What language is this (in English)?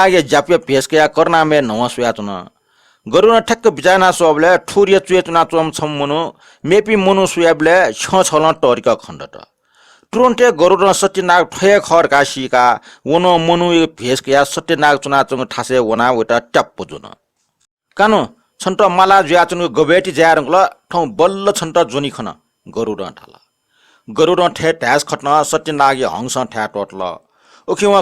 Newari